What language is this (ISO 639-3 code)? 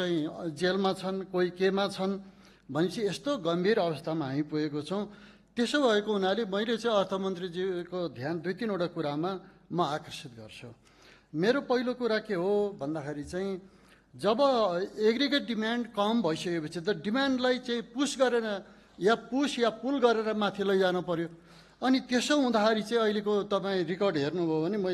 nep